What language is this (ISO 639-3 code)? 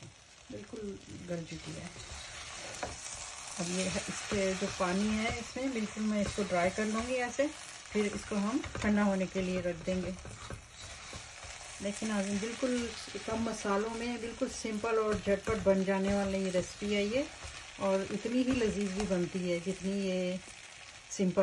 hin